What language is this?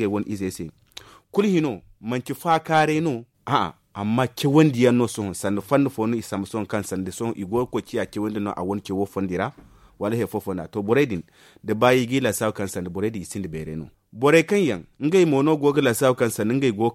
Zarma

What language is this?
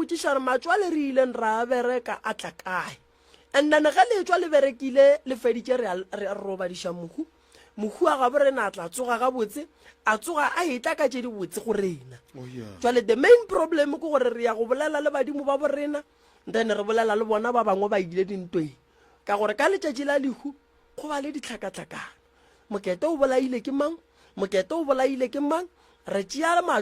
Northern Sotho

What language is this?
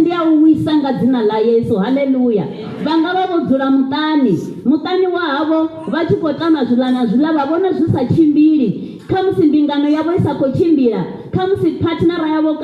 Venda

